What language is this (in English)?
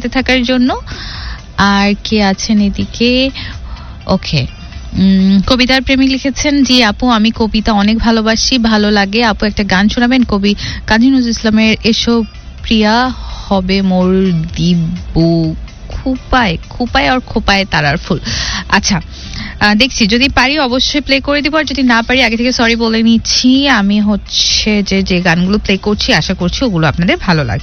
Bangla